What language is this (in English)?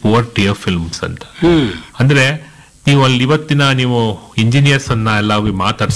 Kannada